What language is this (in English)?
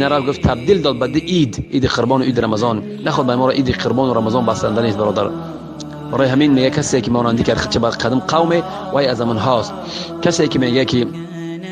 Persian